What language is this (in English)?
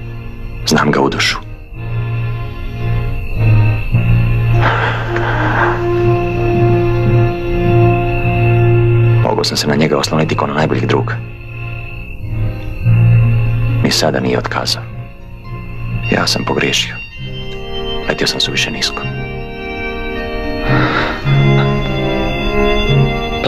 Croatian